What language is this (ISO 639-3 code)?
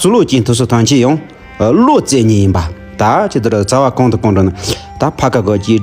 bod